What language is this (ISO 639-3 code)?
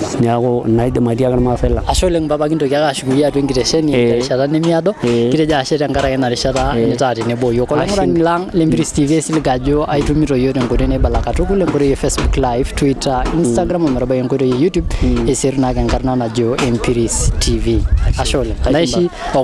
mas